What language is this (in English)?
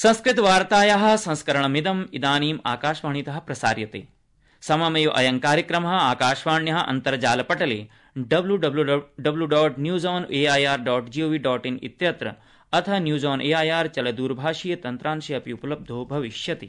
Sanskrit